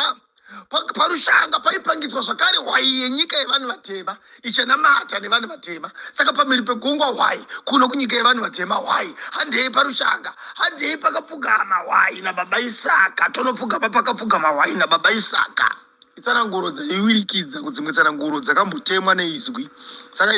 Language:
Shona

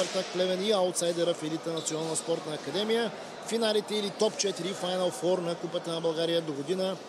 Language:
Bulgarian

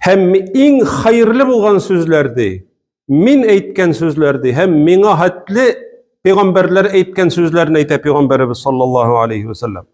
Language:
Tatar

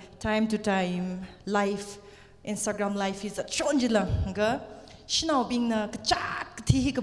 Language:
Tangkhul Naga (India)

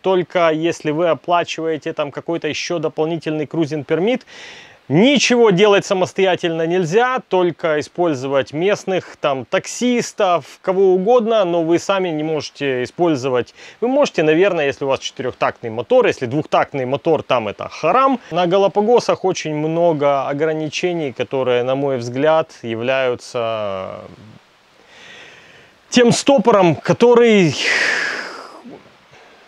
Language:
Russian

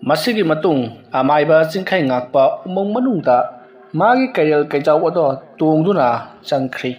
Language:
Manipuri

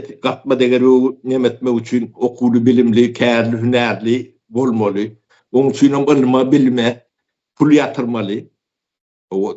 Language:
Turkmen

